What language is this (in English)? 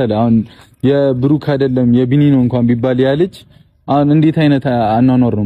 Amharic